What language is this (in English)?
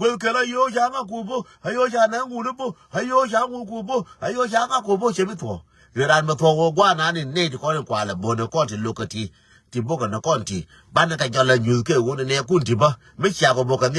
Nuer